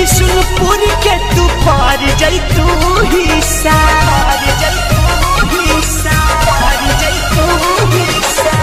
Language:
Bhojpuri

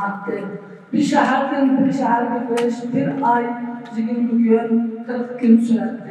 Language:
Uyghur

